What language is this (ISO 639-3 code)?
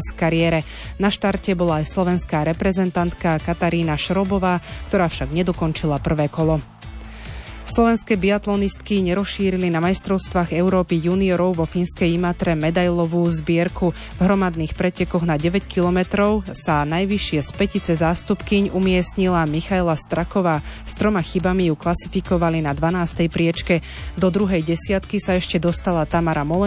slk